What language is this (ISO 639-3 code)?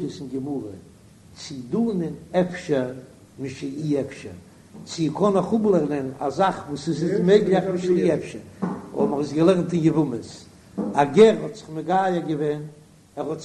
yid